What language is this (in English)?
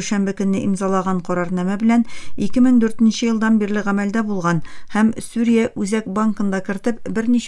Tatar